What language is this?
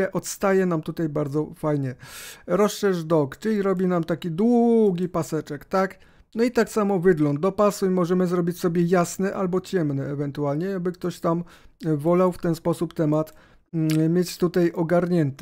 Polish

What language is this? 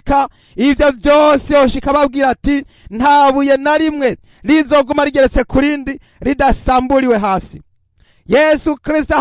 Rundi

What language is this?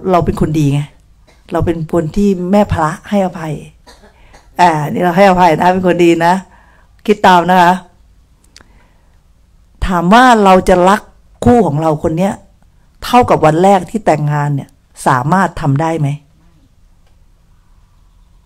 Thai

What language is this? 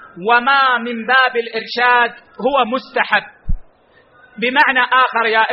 Arabic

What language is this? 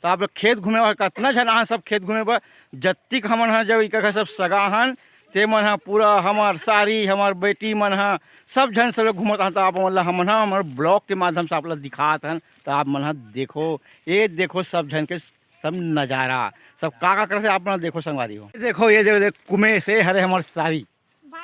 Chhattisgarhi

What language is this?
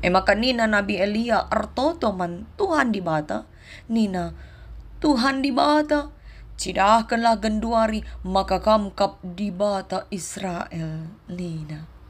Batak Karo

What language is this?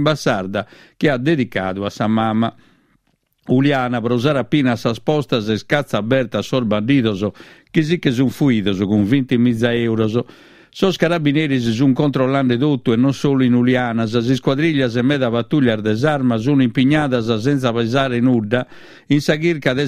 Sardinian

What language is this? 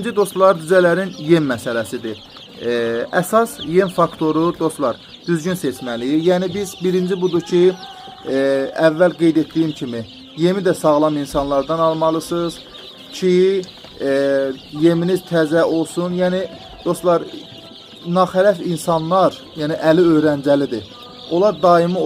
Azerbaijani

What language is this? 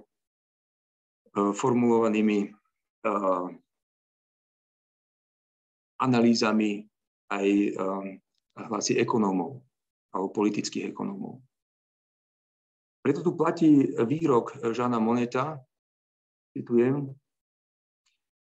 Slovak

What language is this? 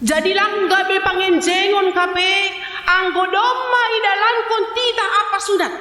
Batak Simalungun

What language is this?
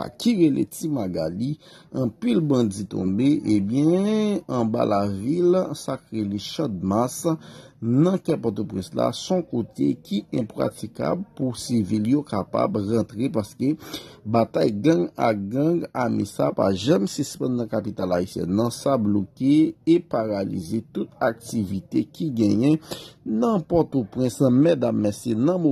Haitian Creole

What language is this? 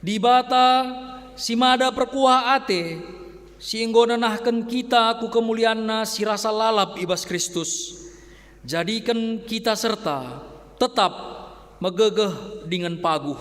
Batak Karo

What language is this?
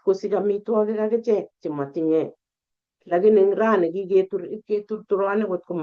Kalenjin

